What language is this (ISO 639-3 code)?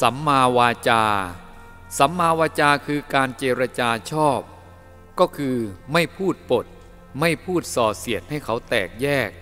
tha